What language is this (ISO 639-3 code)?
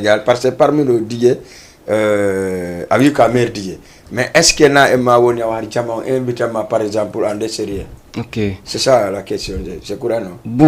ful